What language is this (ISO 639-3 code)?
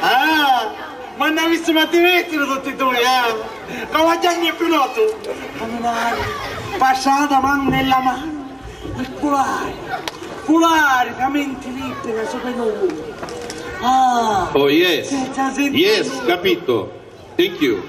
scn